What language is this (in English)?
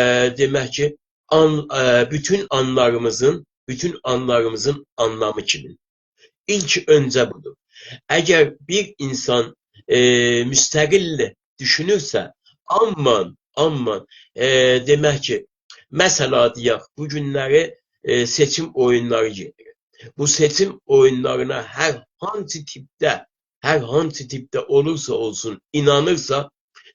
South Azerbaijani